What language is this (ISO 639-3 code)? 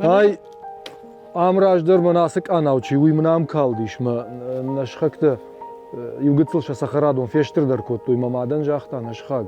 oss